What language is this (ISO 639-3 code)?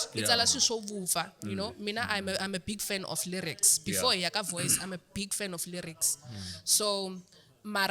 tso